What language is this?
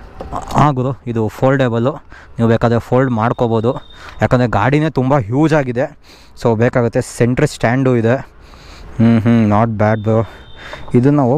Kannada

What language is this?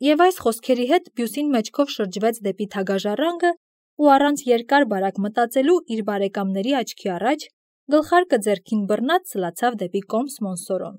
Armenian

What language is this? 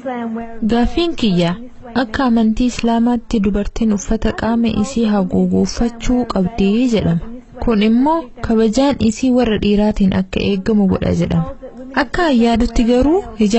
Oromo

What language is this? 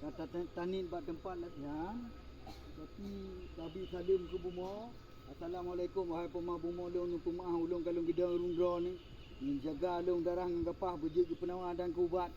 Achinese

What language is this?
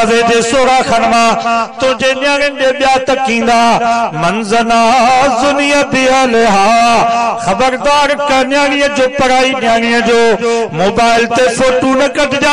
Sindhi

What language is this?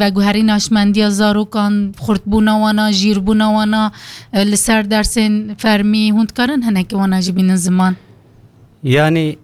Kurdish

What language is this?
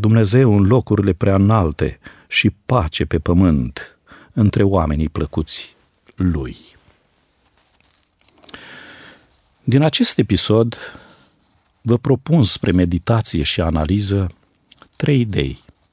Romanian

